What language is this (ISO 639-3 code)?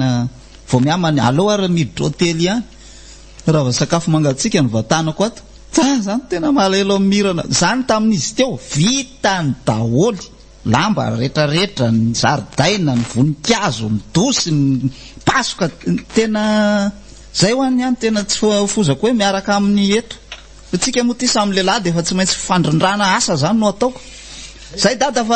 mlg